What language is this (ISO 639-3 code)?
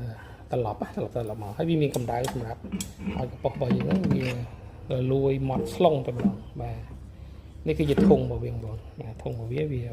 khm